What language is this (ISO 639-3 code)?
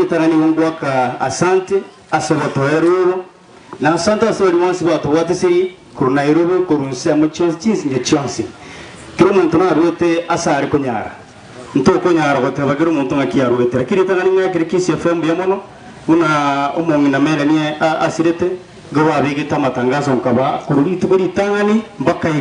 guz